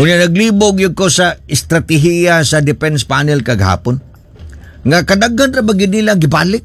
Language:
Cebuano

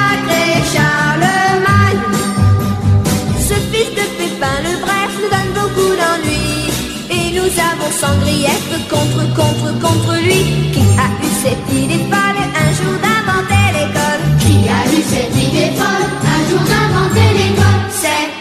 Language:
French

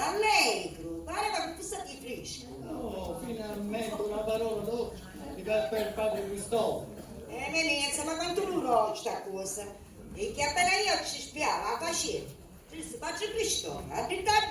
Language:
Sicilian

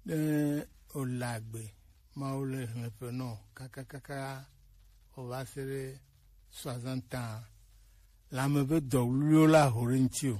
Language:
Gen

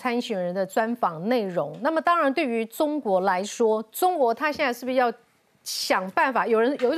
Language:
Chinese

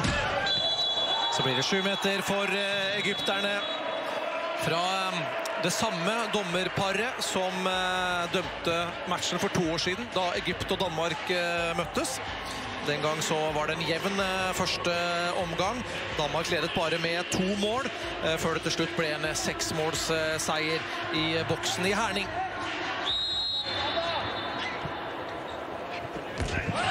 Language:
Norwegian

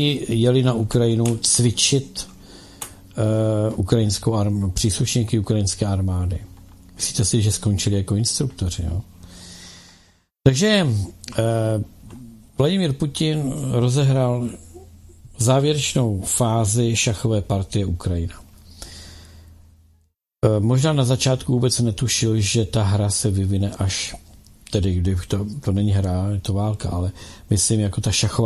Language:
Czech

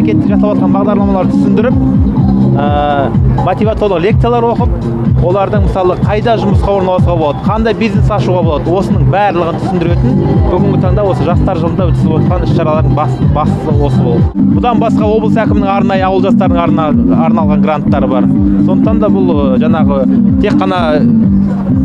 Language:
Kazakh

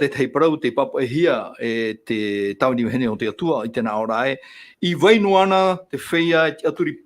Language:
Tahitian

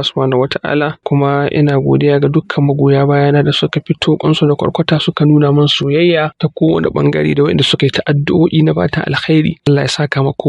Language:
Hausa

